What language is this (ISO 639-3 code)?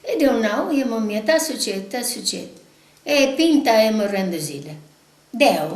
srd